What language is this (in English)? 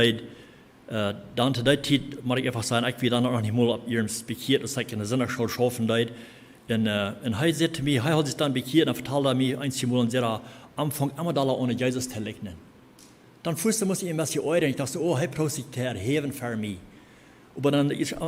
Plautdietsch